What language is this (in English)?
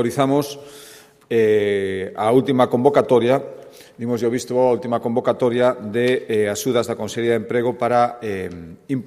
Galician